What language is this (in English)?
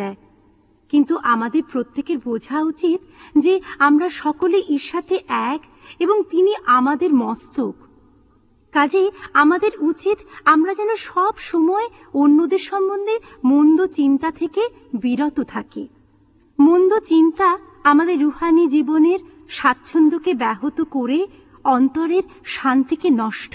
Bangla